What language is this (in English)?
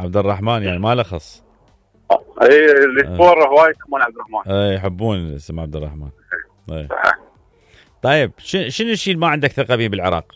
Mesopotamian Arabic